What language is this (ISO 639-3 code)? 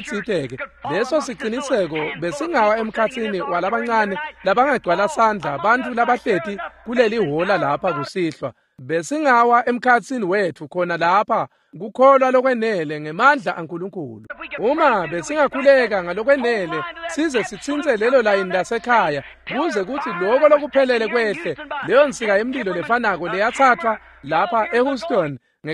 ssw